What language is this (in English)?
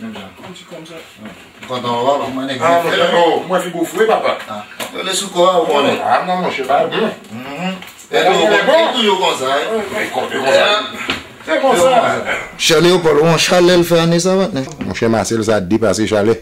Haitian Creole